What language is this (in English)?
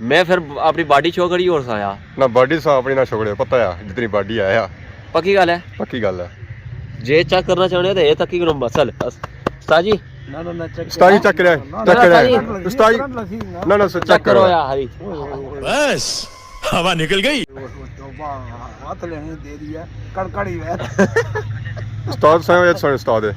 Pahari-Potwari